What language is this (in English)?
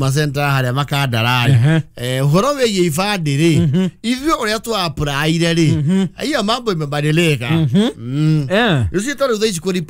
Kikuyu